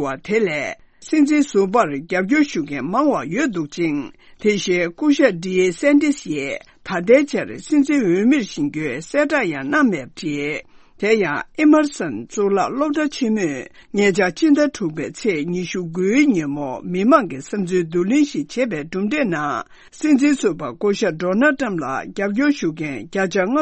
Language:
Tibetan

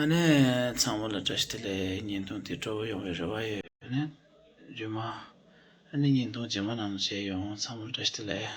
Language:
Tibetan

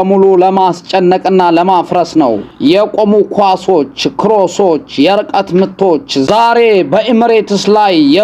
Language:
Amharic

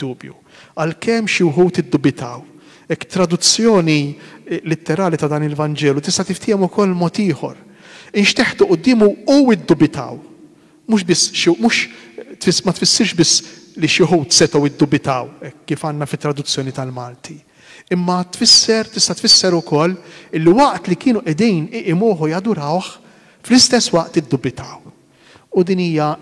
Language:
Maltese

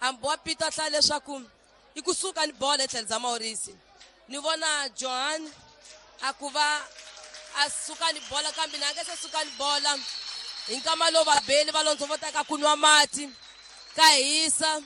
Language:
Tsonga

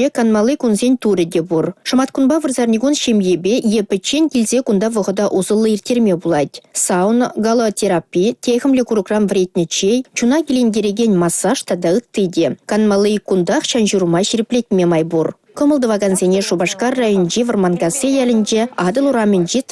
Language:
Chuvash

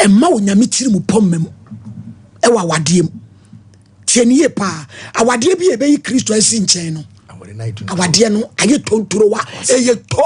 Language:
Akan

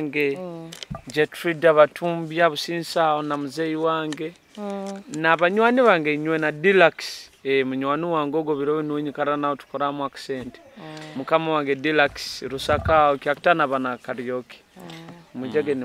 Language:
Nyoro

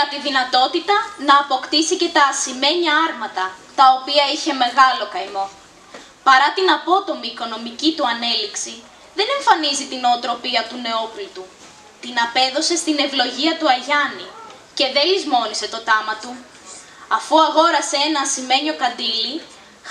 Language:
Greek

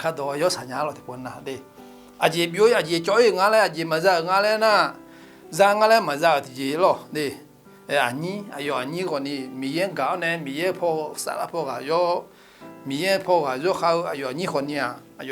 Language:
Akha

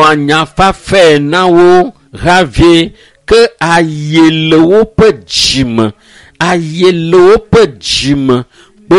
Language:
Ewe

